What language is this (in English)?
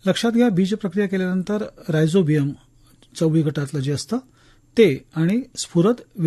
Marathi